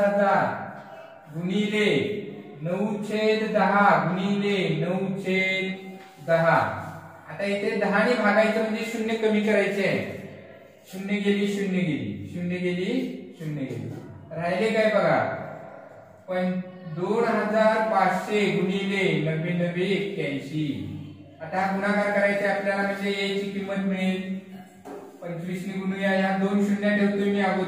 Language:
Marathi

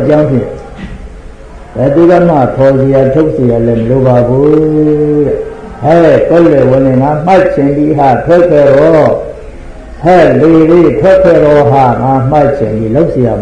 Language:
Burmese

